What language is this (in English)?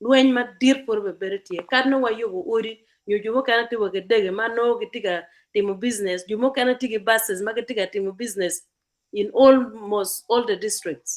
Acoli